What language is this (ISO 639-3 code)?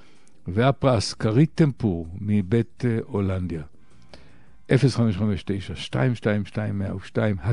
heb